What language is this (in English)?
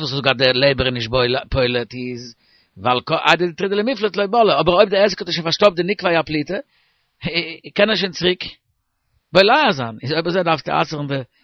Yiddish